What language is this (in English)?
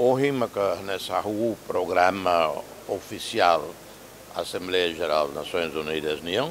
Tetum